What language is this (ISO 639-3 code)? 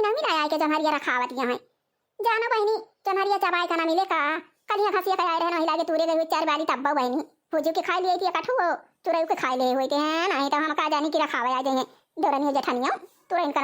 awa